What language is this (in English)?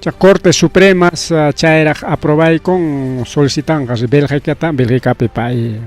Ayacucho Quechua